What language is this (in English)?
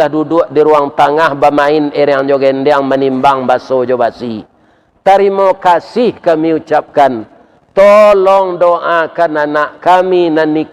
Minangkabau